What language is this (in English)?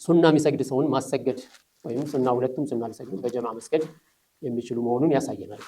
Amharic